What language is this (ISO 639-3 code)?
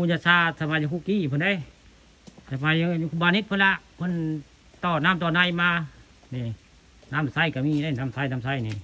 tts